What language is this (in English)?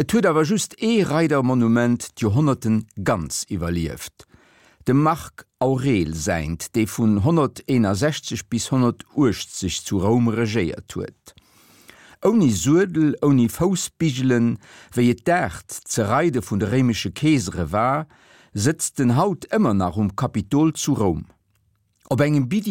Luxembourgish